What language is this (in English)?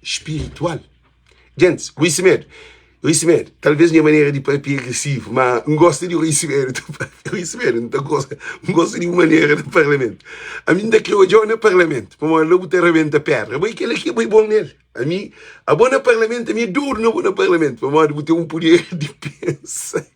Kabuverdianu